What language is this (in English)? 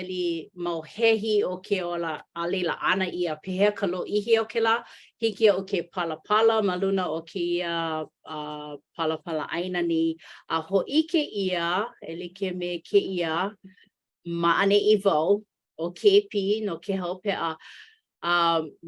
Hawaiian